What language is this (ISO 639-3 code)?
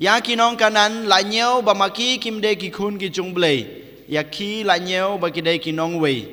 kha